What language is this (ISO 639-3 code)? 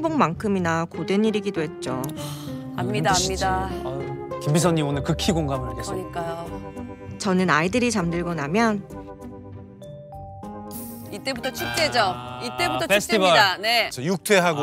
kor